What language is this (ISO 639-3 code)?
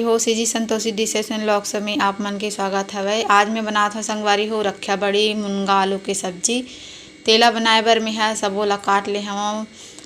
hne